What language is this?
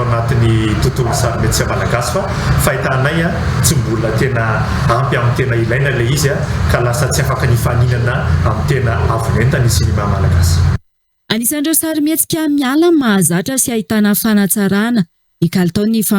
Malagasy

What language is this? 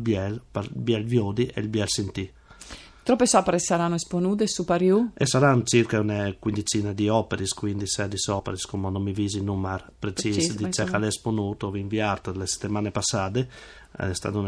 Friulian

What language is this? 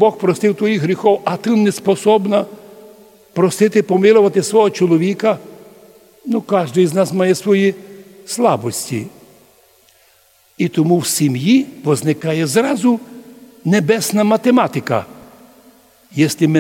Ukrainian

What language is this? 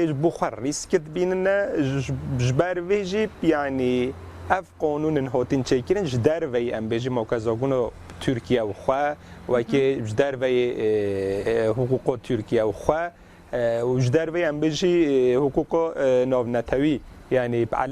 Kurdish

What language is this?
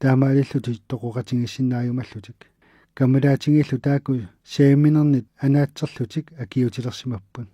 Kalaallisut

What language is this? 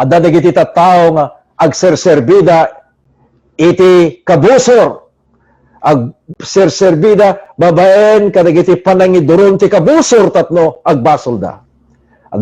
Iloko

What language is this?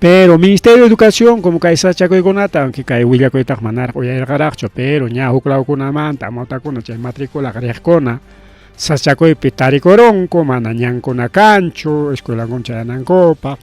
Ayacucho Quechua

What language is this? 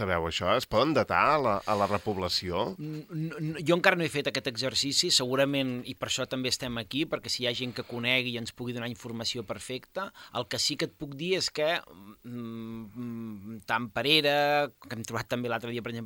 Catalan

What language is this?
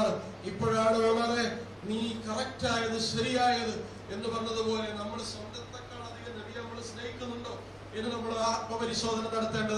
Malayalam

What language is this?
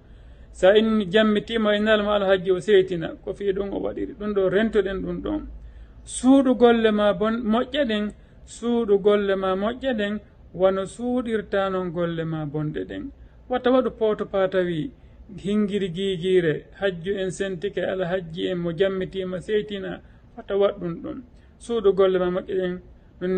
Fula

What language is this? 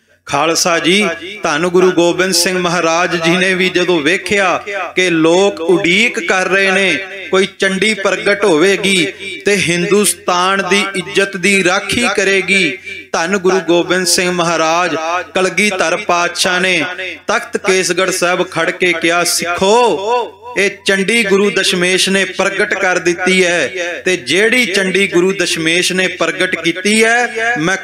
Punjabi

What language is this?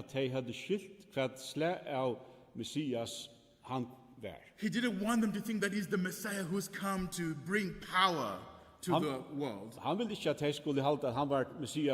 Faroese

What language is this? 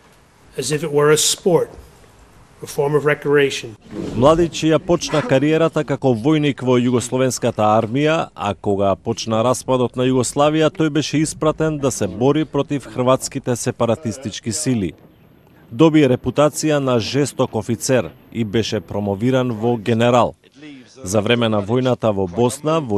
Macedonian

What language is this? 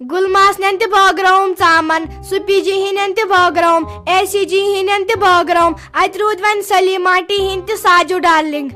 Kashmiri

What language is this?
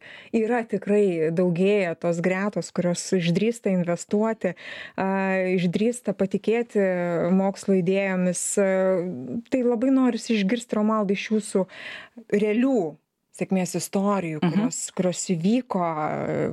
Lithuanian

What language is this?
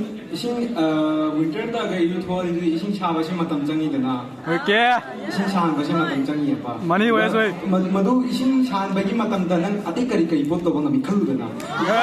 Manipuri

